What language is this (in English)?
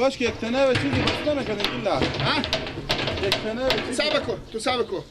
Persian